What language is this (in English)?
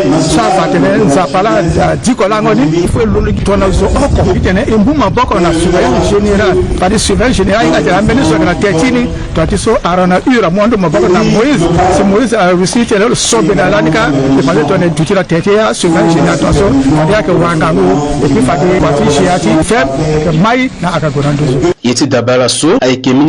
Sango